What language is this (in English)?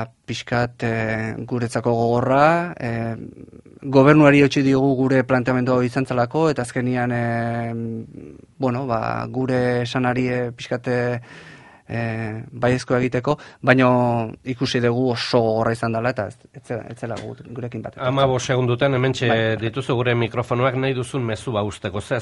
Basque